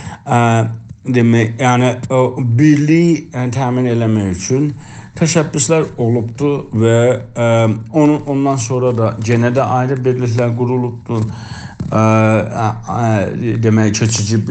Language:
South Azerbaijani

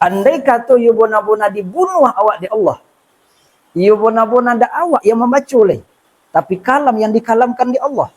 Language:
Minangkabau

